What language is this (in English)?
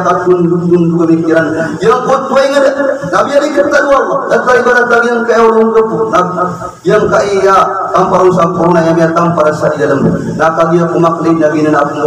Maranao